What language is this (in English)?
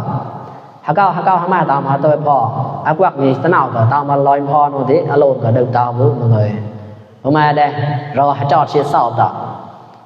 Mon